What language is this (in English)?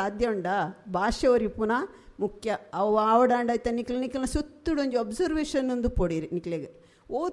Tulu